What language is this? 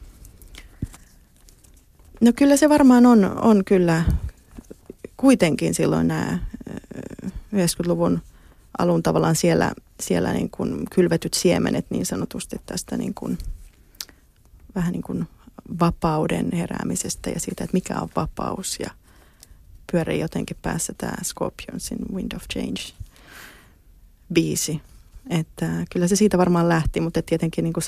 Finnish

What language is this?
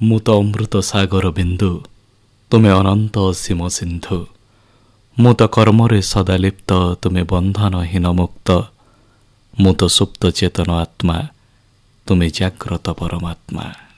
Odia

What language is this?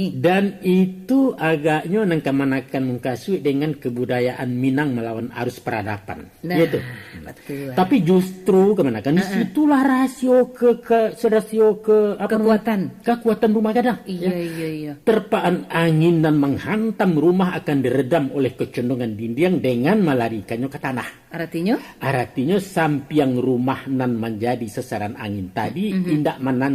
Minangkabau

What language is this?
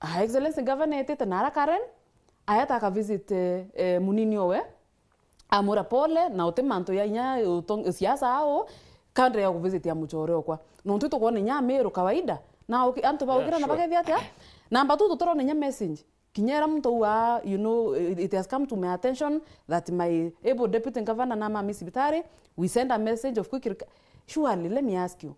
Meru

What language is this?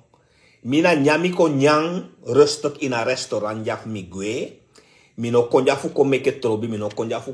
Sranan Tongo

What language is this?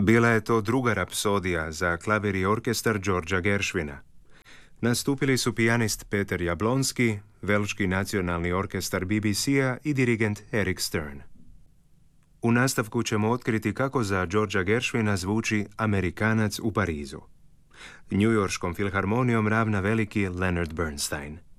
Croatian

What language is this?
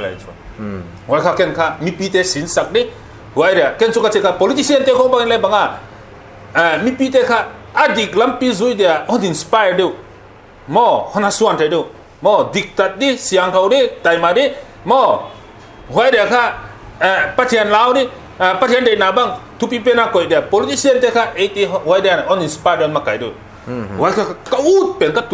Paite Chin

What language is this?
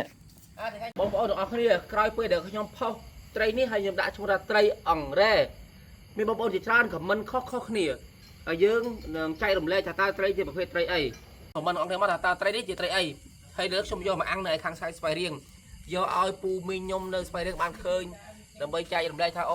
Khmer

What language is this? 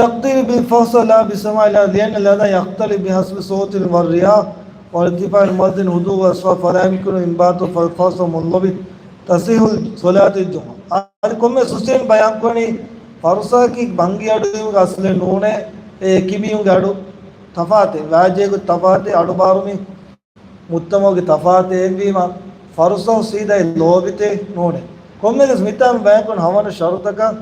Divehi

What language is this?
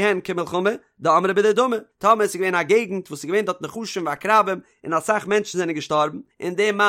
Yiddish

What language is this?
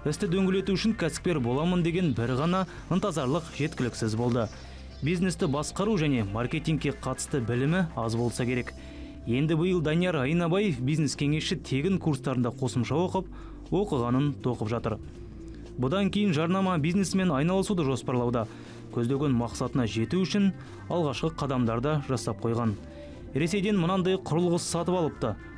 Kazakh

